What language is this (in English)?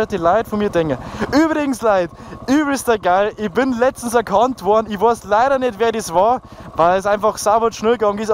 Bavarian